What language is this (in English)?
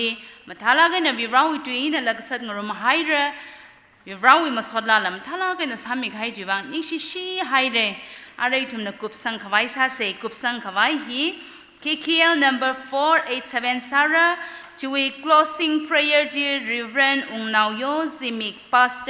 Tangkhul Naga (India)